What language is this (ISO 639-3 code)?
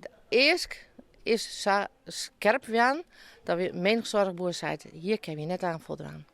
fry